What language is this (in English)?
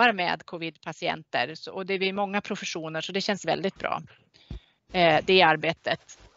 Swedish